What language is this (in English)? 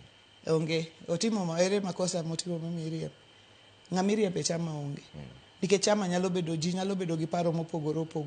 Luo (Kenya and Tanzania)